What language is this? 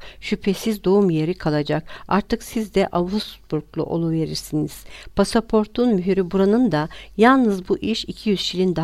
Turkish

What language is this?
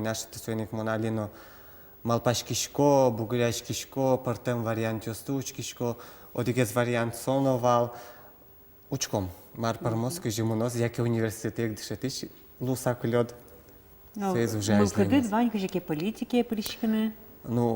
Udmurt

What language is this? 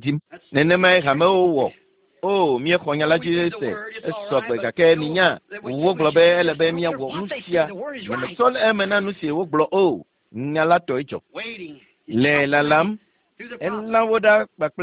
Ewe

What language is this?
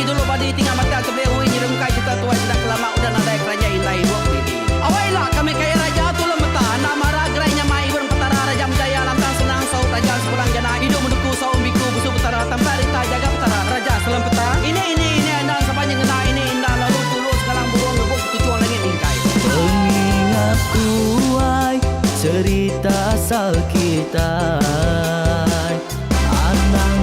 Iban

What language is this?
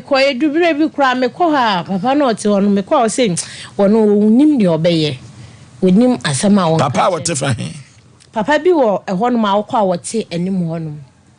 Akan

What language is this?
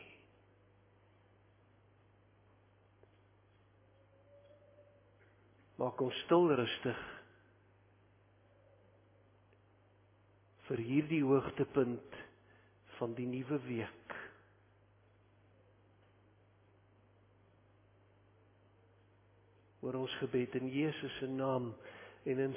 Afrikaans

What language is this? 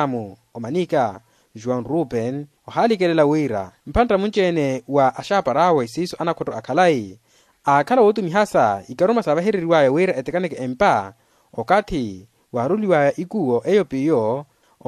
Makhuwa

